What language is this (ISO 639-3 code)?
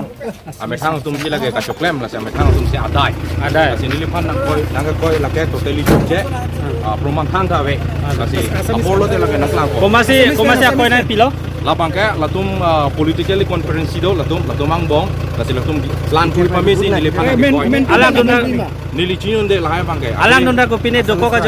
mjw